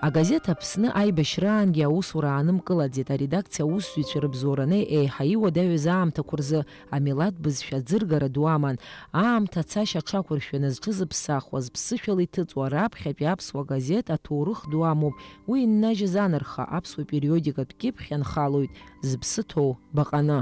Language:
Abkhazian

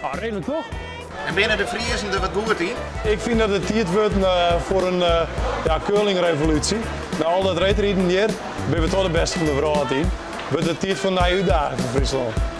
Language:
Western Frisian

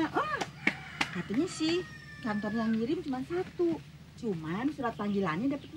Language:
Betawi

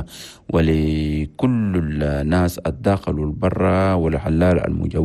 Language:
Chadian Arabic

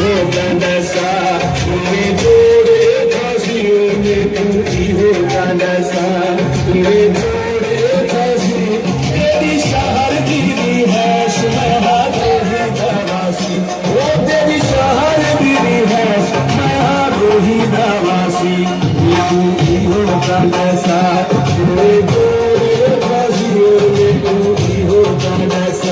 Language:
Saraiki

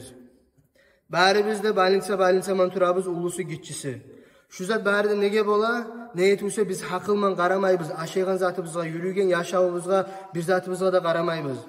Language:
Kumyk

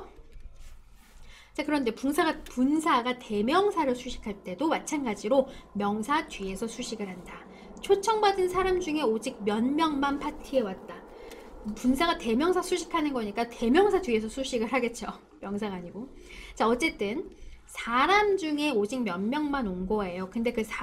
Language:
Korean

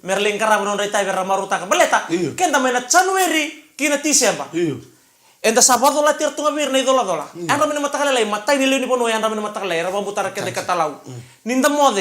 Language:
Fijian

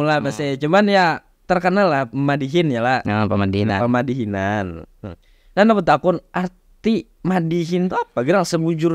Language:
Banjar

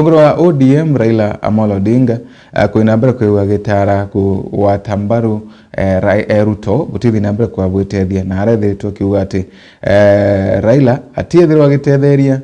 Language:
Meru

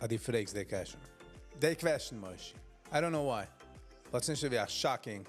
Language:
Yiddish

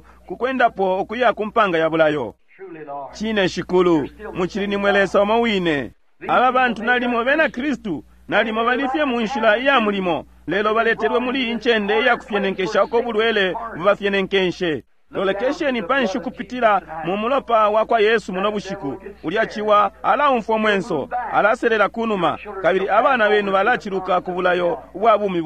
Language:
Bemba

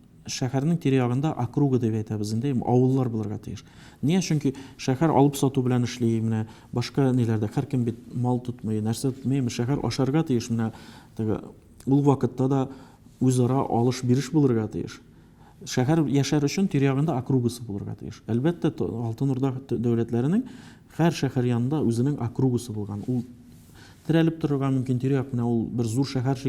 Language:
Tatar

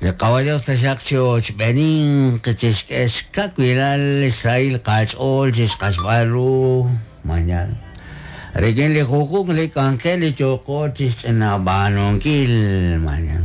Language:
Kekchí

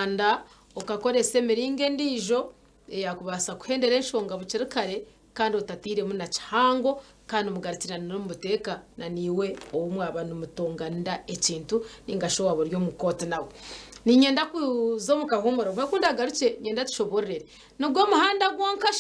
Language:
Nyankole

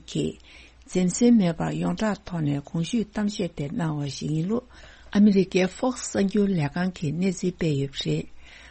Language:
Tibetan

